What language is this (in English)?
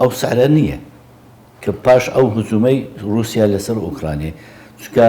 Central Kurdish